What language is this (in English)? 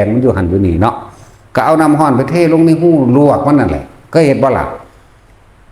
Northeastern Thai